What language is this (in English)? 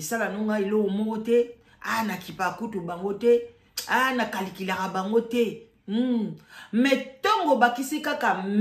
Lingala